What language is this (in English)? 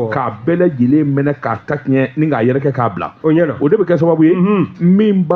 Bambara